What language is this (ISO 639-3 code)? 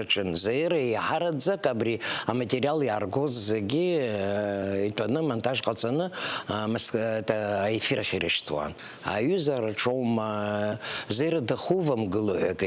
abk